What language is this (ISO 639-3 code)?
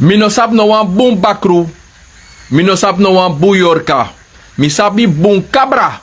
srn